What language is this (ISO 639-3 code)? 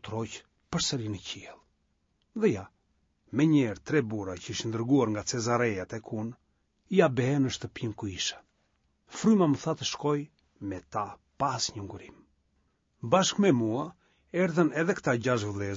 sqi